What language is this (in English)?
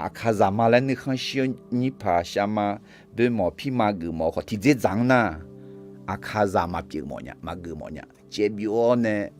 Akha